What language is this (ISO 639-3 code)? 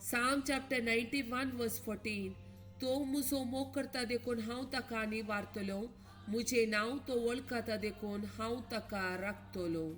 kok